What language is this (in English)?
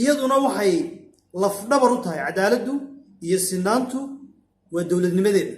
Somali